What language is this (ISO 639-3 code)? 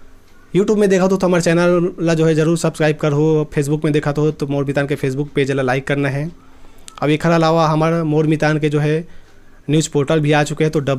hne